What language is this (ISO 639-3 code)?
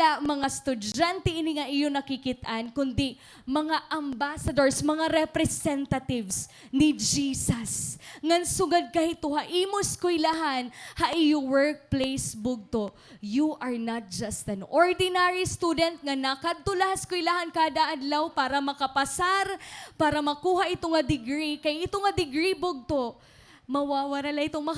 war